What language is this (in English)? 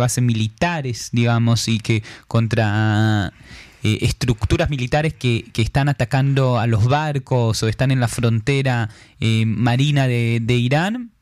Spanish